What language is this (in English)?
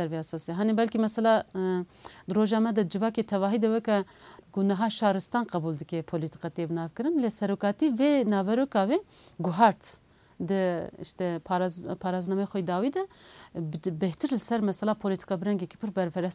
Kurdish